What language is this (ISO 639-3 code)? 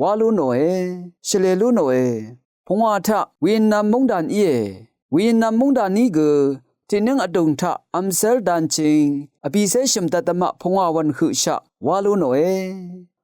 raw